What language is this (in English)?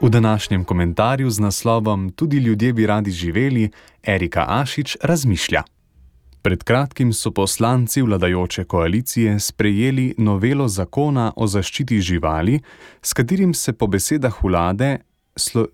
Slovenian